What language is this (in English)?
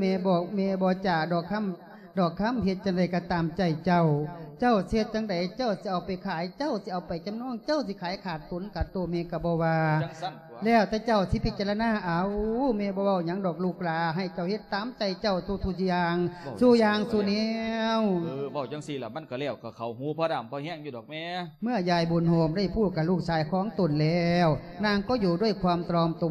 Lao